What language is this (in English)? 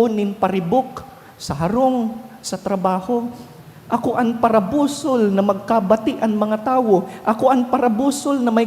Bikol